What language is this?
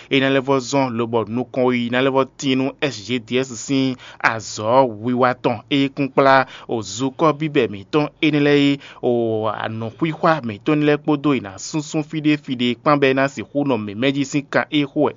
Fon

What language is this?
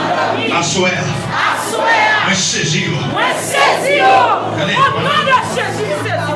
Haitian Creole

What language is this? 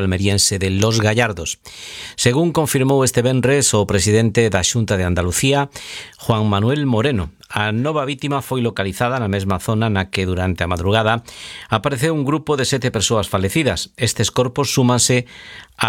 Galician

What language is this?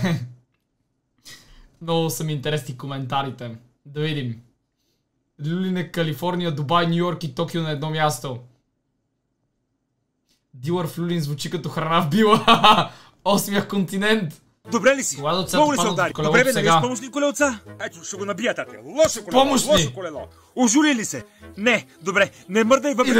Bulgarian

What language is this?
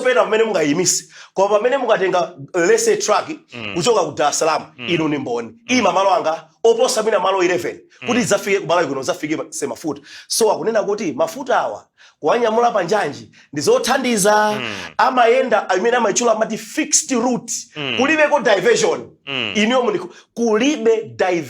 Nyanja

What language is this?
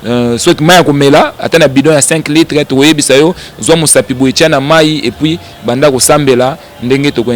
Lingala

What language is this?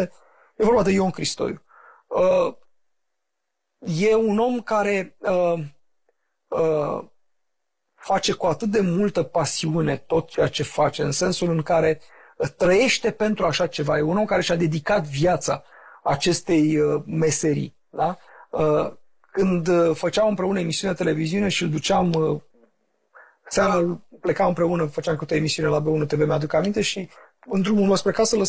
Romanian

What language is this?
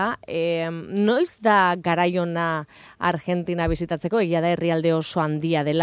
Basque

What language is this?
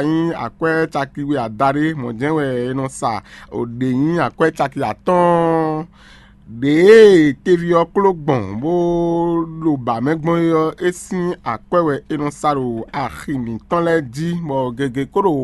Fon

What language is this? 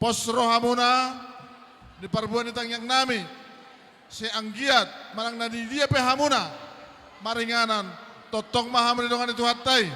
Batak Toba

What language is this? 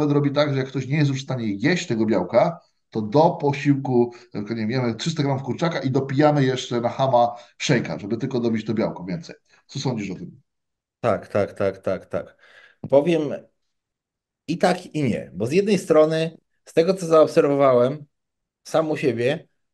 Polish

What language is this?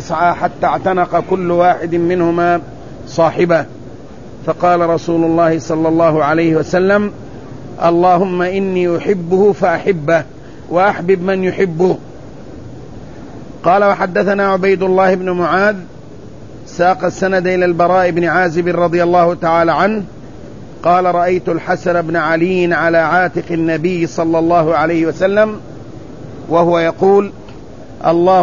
Arabic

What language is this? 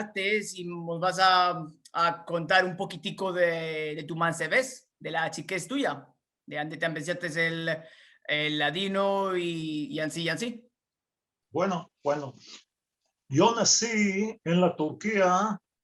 Ladino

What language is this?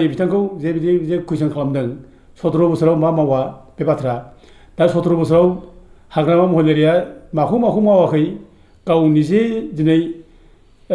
Bodo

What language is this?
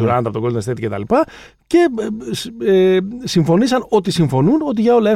Greek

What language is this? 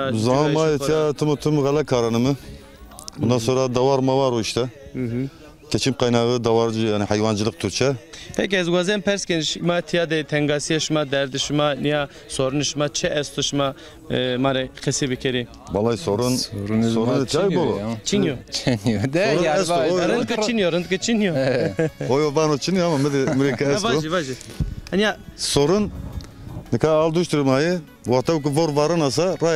Zaza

